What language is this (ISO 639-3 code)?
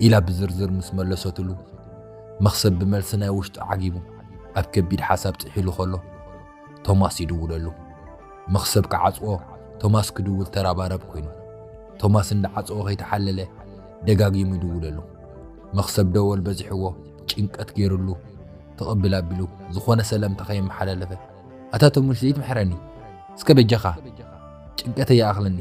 tir